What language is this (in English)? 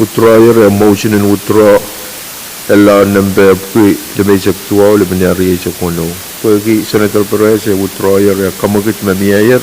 Pohnpeian